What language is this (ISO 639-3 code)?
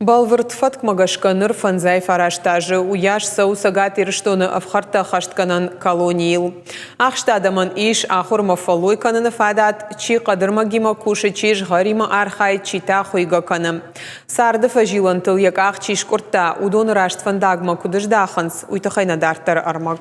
oss